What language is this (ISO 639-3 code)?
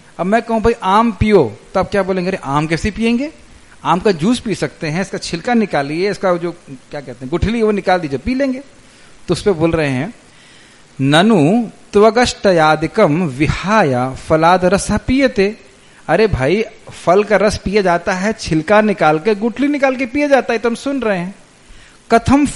hin